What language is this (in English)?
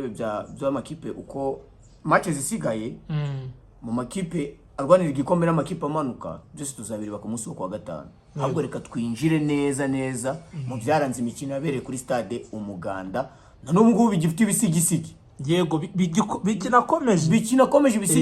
Kinyarwanda